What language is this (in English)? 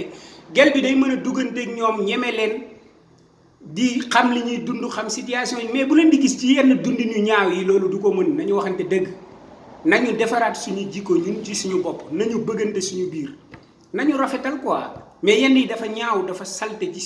Wolof